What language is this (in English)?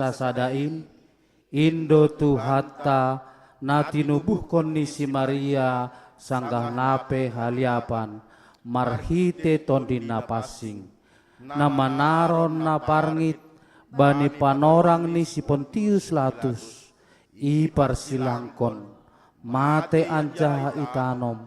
Batak Simalungun